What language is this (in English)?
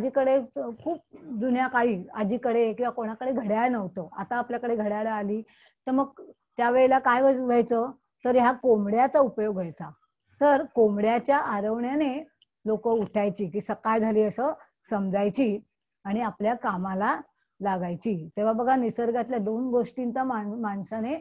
Marathi